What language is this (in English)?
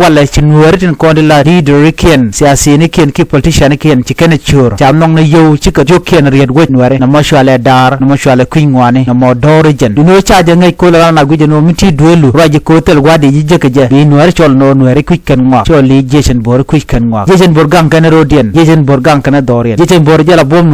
Nuer